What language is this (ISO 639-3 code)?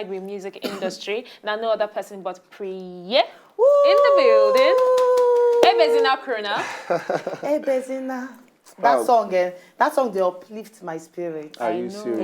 pcm